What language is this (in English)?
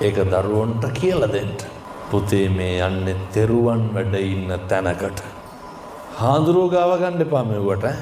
Sinhala